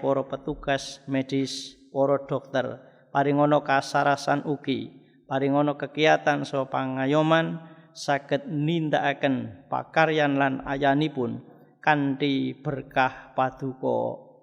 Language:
Javanese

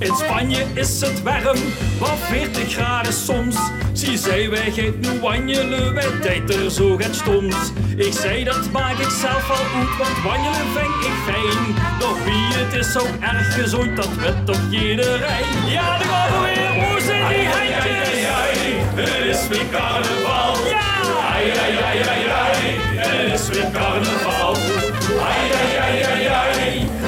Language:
Limburgish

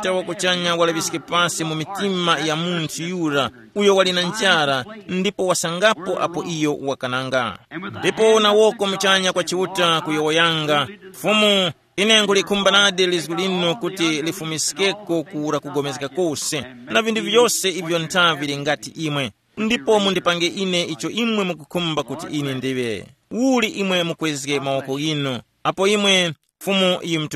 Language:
Tumbuka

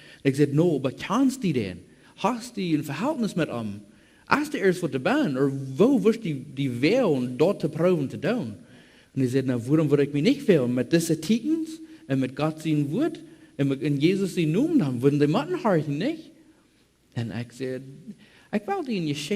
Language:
Plautdietsch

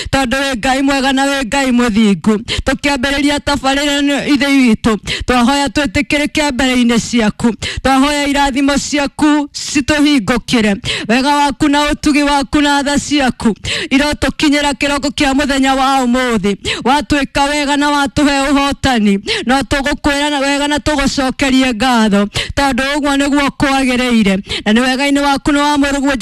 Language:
Kikuyu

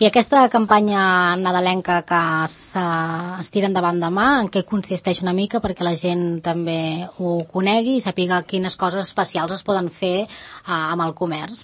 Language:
Catalan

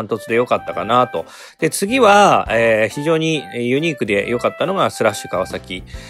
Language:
Japanese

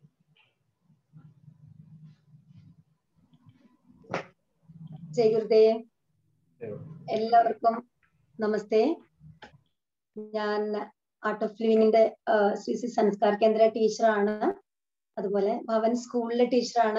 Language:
Malayalam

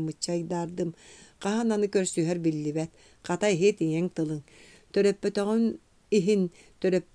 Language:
Yakut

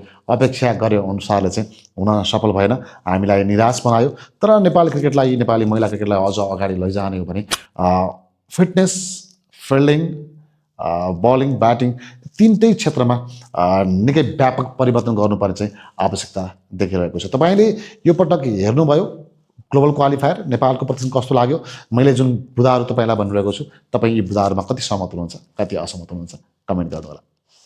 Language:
Nepali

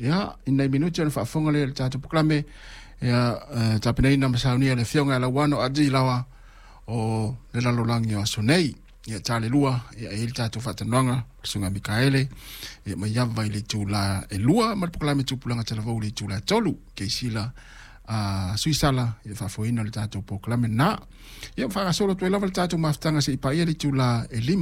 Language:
Samoan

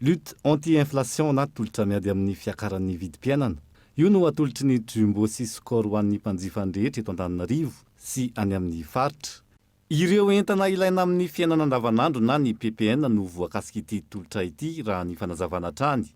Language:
Malagasy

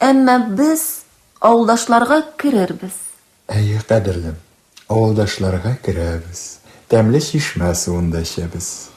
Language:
Tatar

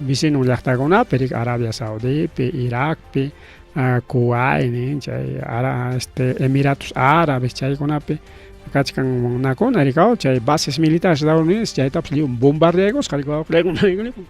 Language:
Ayacucho Quechua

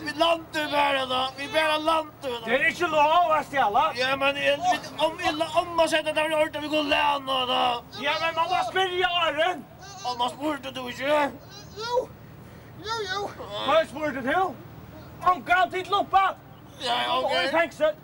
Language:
Faroese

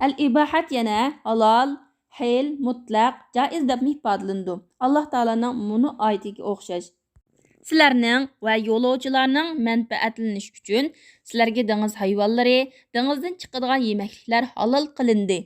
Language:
Uyghur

